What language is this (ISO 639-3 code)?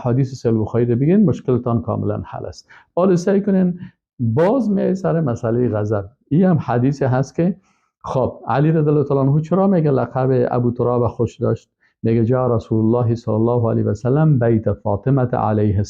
fas